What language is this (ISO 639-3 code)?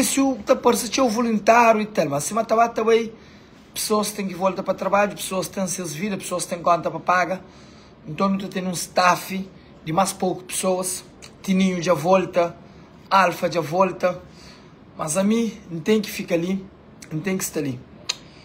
kea